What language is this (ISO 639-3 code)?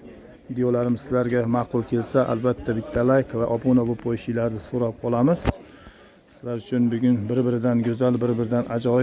uzb